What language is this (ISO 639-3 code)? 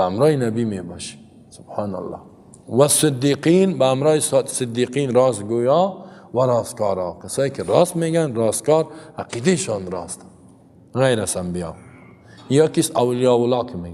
fas